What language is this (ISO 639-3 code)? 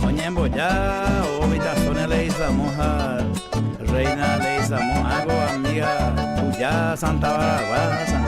grn